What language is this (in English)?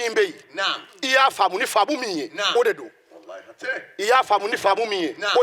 Bambara